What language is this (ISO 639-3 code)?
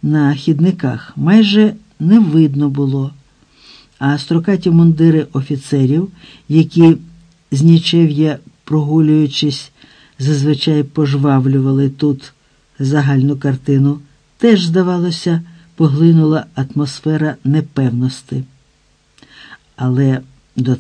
ukr